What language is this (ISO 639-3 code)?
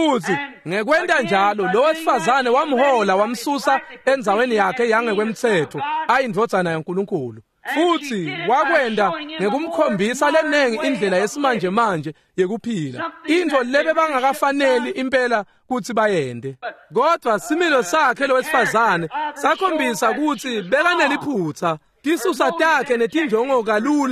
ssw